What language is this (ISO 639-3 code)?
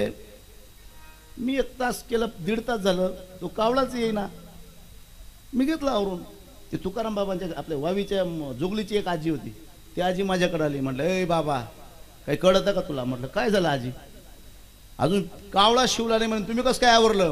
mar